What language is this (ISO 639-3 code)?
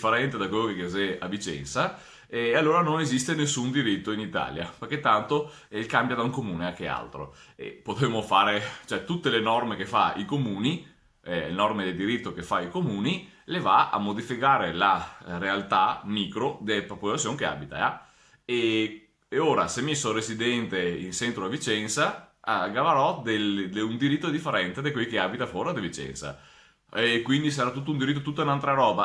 vec